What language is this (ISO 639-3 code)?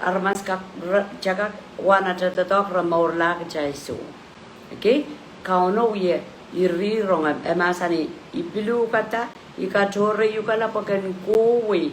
pon